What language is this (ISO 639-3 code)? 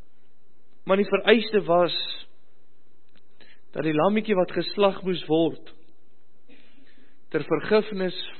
afr